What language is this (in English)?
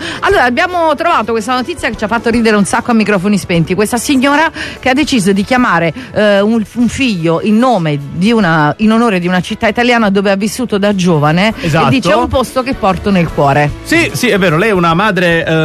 Italian